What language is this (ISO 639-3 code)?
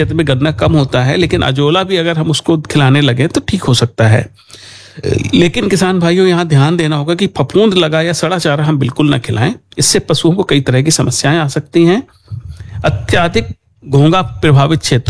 hin